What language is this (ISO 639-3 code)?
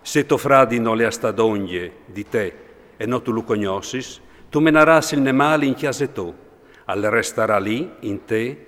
fur